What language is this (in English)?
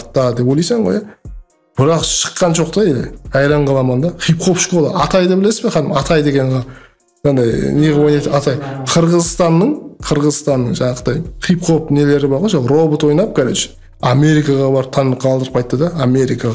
Kara-Kalpak